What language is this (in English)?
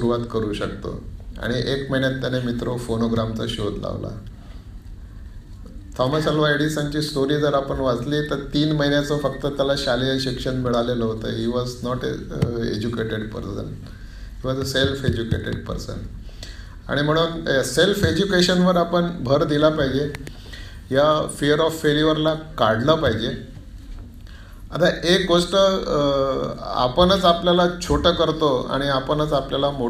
Marathi